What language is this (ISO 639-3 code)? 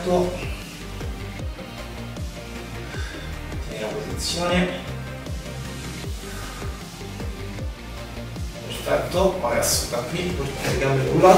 ita